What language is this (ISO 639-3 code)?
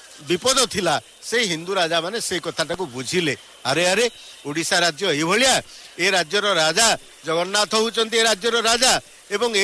ori